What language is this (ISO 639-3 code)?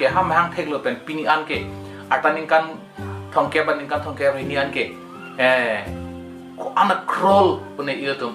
mjw